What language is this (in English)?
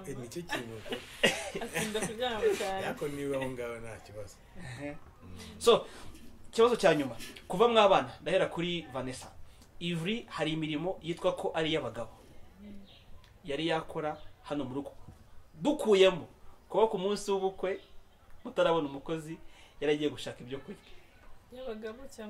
Kinyarwanda